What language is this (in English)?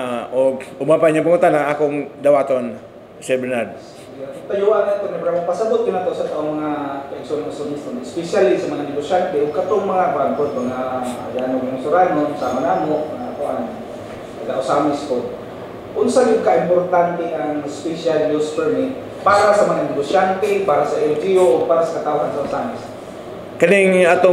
Cebuano